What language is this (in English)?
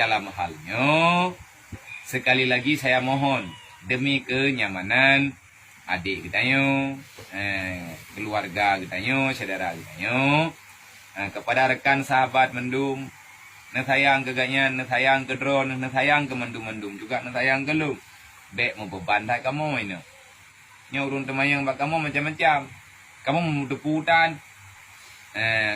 Achinese